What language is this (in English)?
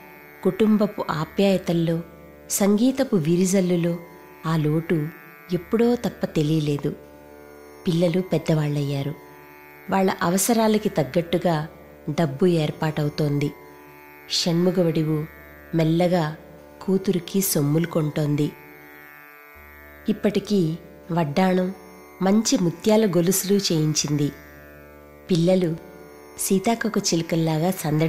Telugu